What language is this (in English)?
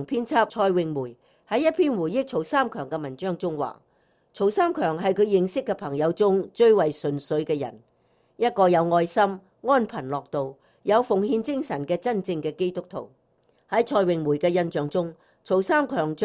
Cantonese